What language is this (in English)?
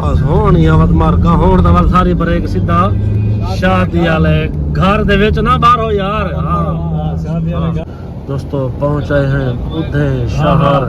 Saraiki